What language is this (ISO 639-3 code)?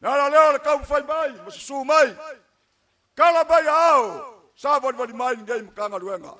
smo